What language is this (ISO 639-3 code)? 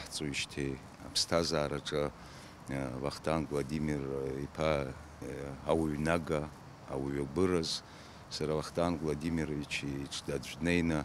abk